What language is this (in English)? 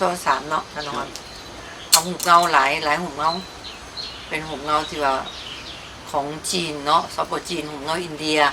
Lao